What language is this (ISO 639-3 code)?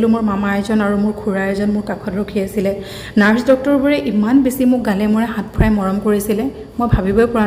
asm